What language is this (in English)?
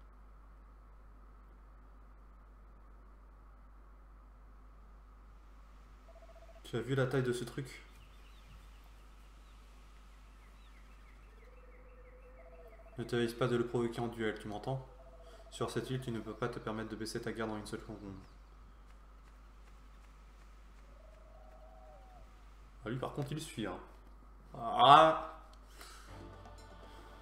French